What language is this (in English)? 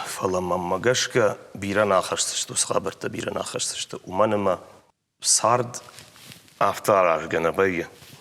Ossetic